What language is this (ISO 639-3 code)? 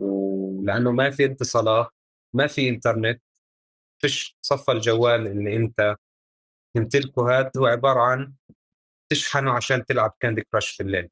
apc